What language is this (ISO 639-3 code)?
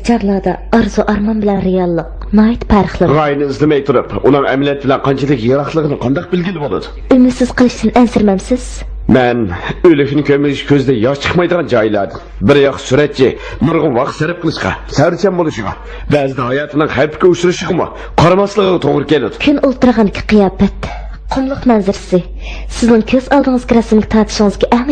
uig